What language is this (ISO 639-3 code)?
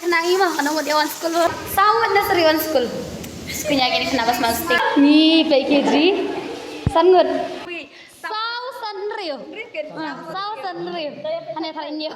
kha